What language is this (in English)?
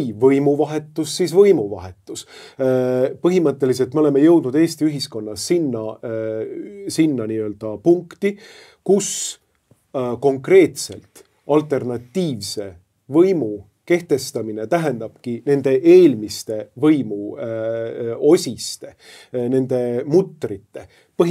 Estonian